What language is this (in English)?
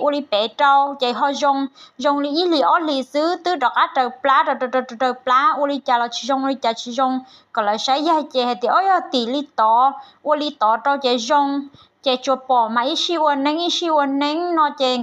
Hmong